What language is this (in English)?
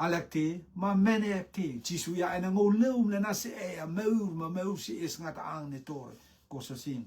Rotuman